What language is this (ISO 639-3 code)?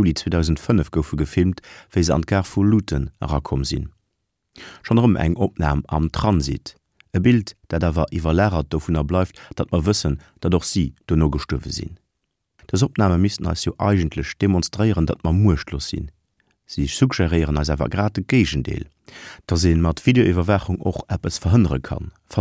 ltz